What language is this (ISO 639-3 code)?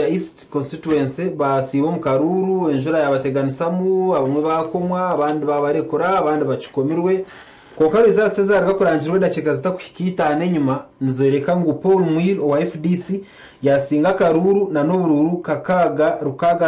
nyn